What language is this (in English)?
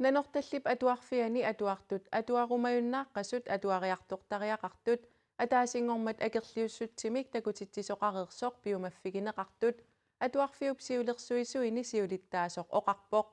Kalaallisut